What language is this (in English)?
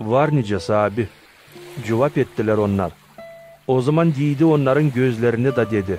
Gagauz